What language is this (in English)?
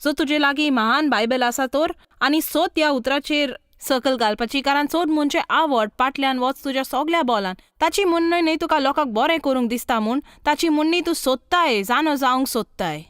Konkani